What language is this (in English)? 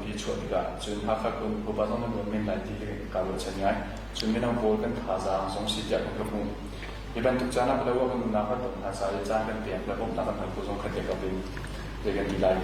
Hakha Chin